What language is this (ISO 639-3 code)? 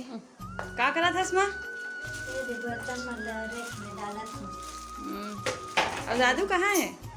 hne